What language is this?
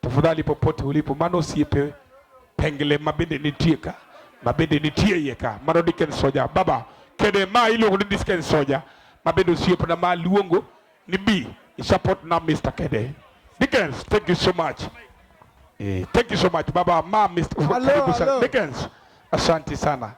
Luo (Kenya and Tanzania)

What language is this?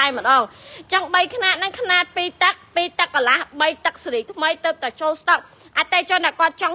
Khmer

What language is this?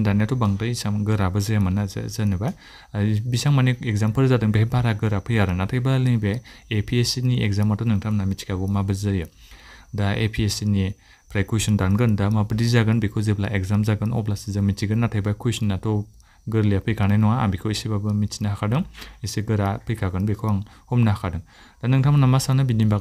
Bodo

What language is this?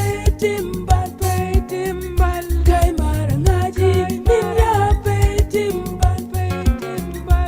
Acoli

